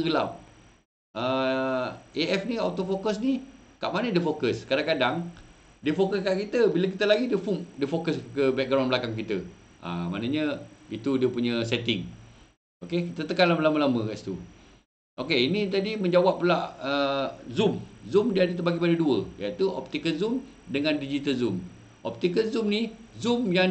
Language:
Malay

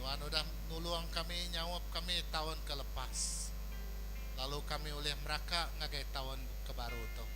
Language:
Iban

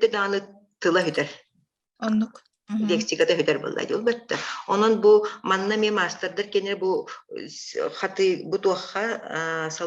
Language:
Yakut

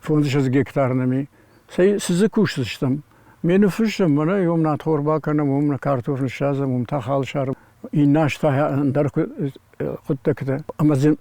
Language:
Ossetic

